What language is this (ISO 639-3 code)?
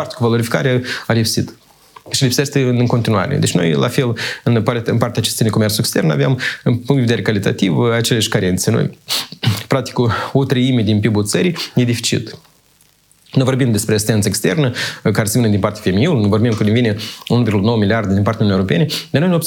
ron